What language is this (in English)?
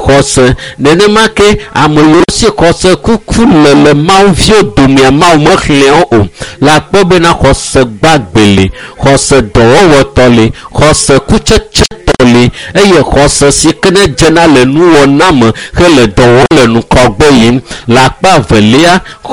Ewe